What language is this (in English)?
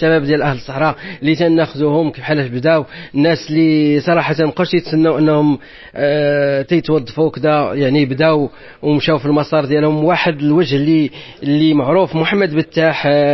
Moroccan Arabic